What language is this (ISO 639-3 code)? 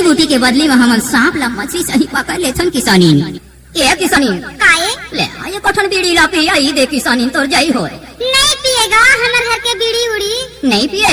hne